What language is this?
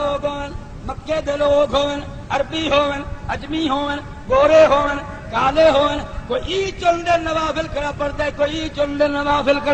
Saraiki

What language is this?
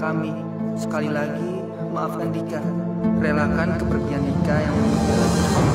Indonesian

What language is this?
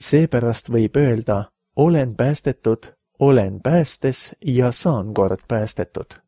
Estonian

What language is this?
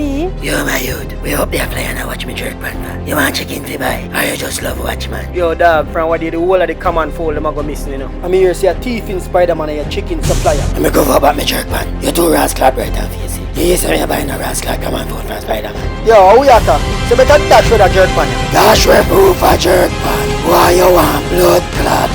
Jamaican Creole English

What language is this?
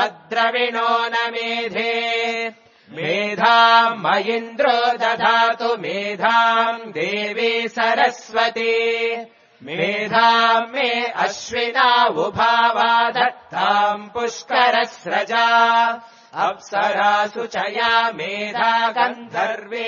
Sanskrit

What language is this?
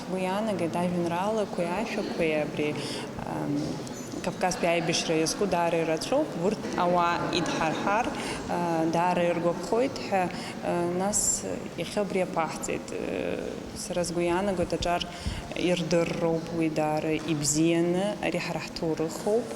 Abkhazian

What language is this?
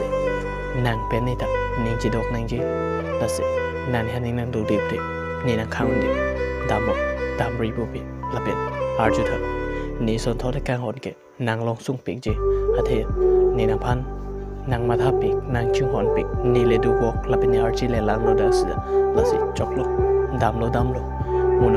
Karbi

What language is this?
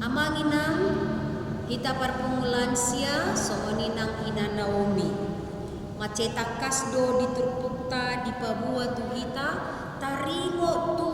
Batak Toba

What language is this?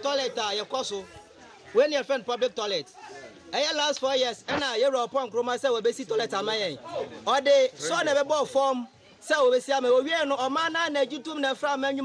Akan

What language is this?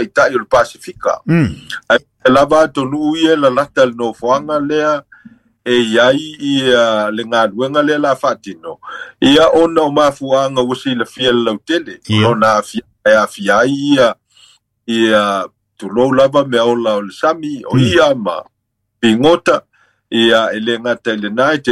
Samoan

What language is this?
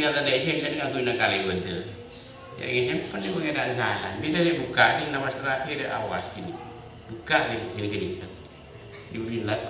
Madurese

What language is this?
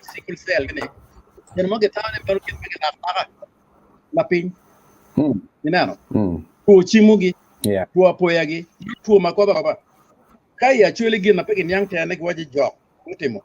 Acoli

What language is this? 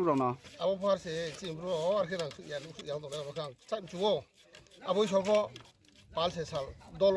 Riang (India)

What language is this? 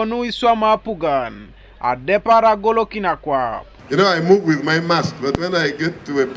Teso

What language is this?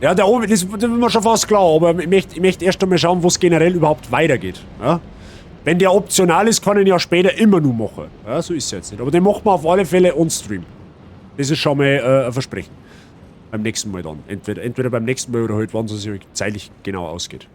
Bavarian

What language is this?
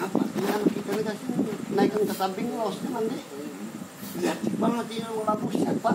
Banjar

